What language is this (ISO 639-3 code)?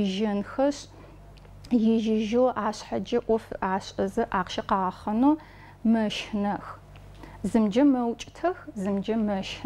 ady